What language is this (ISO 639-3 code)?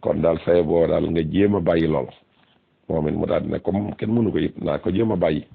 wol